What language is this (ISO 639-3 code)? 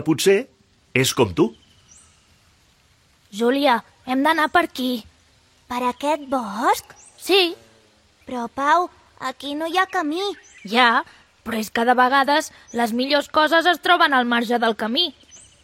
cat